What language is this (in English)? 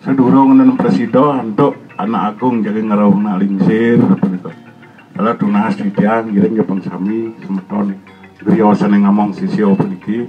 Balinese